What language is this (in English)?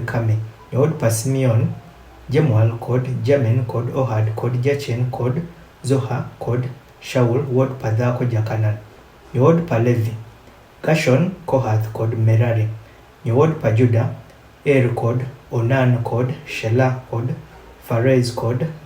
Adhola